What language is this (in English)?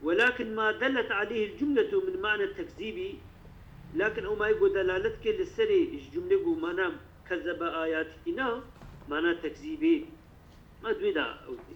Kurdish